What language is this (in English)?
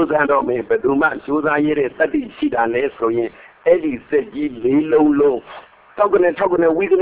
Burmese